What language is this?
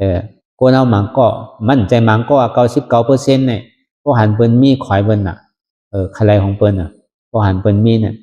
Shan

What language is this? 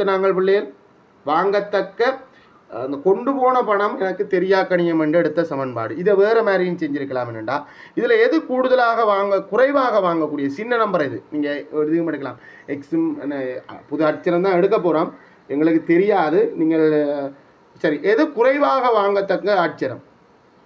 Tamil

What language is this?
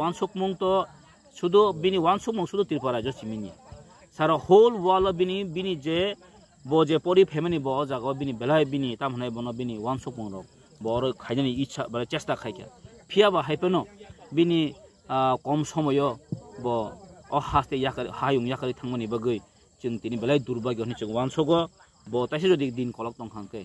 Kok Borok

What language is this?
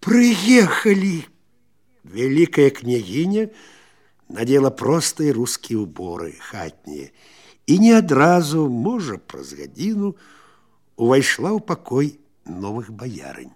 Belarusian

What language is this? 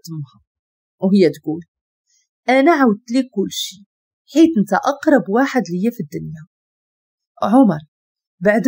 Moroccan Arabic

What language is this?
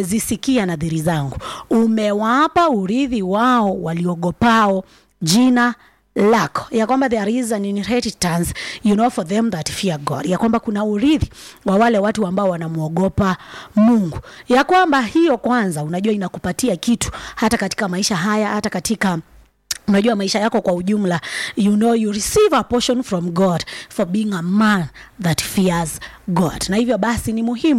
Swahili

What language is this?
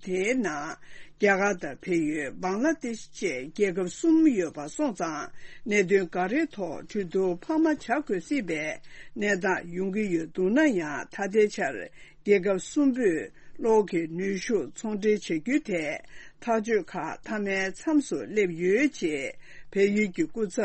Tibetan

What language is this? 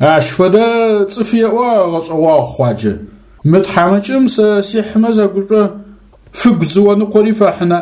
Adyghe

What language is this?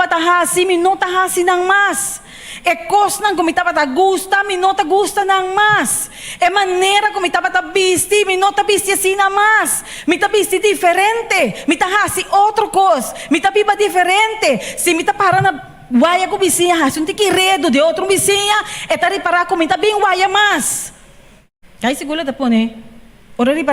Papiamento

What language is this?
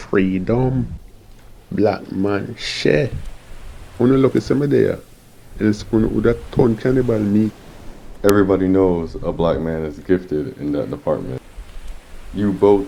Jamaican Creole English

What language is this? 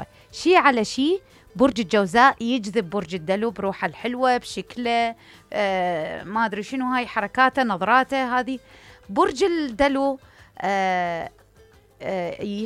Mesopotamian Arabic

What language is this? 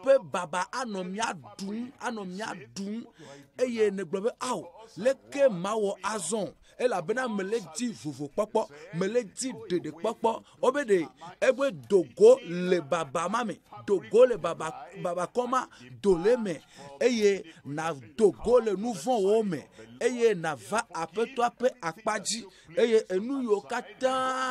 Ewe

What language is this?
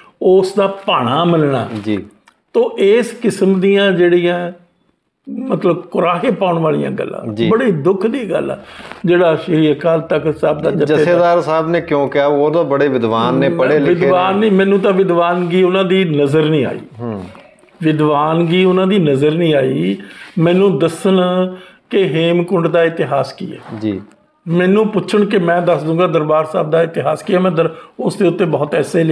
Punjabi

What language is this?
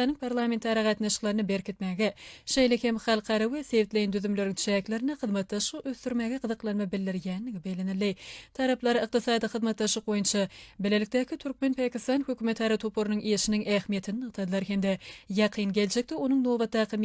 Turkmen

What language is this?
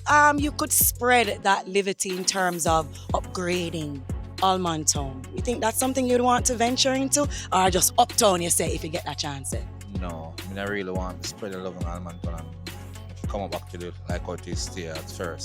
Jamaican Creole English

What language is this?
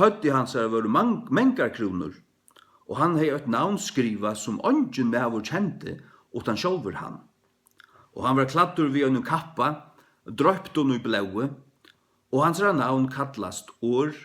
Faroese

